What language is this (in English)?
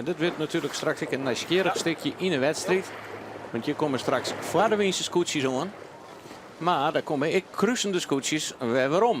Western Frisian